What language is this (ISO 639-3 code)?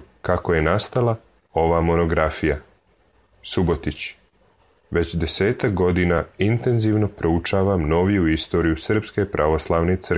srp